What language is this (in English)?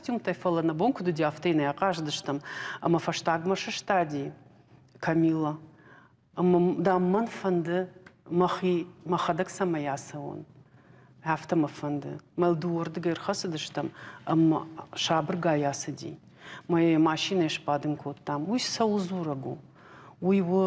Ossetic